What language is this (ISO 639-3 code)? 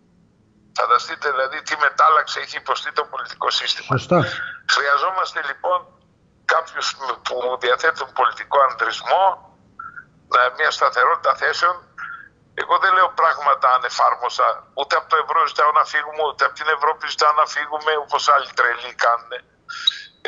ell